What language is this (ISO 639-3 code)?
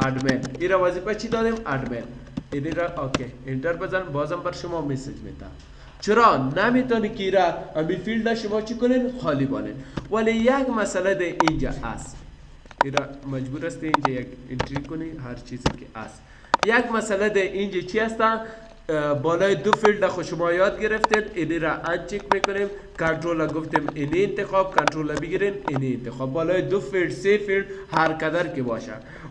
fas